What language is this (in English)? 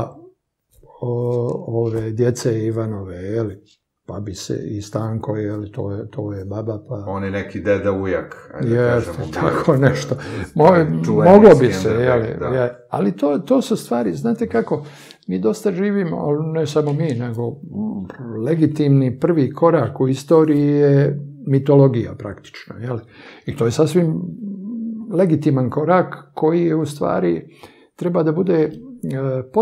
Serbian